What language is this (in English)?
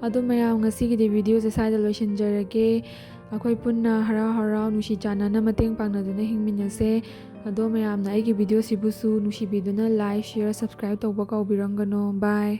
Manipuri